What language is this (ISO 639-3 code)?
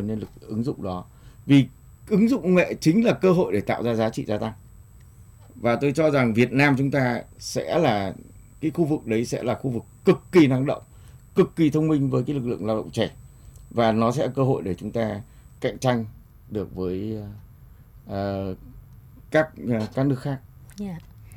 vie